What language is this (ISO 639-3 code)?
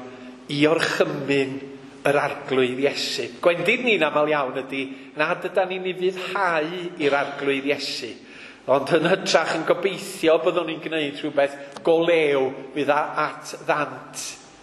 cym